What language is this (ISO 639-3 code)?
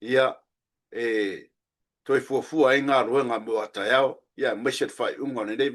smo